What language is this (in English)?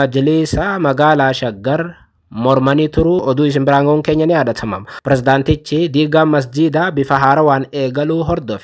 Oromo